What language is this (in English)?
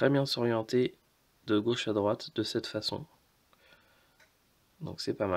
French